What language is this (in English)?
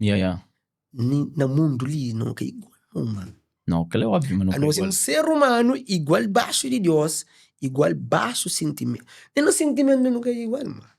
Kabuverdianu